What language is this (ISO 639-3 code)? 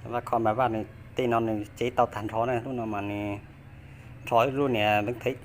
hmn